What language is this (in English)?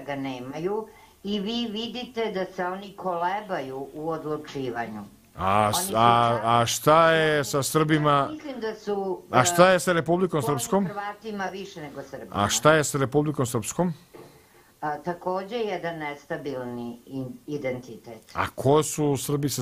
Serbian